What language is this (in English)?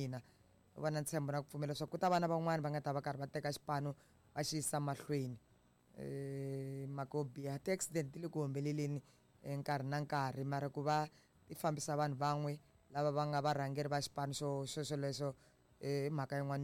Tsonga